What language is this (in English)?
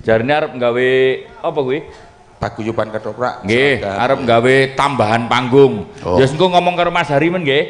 Javanese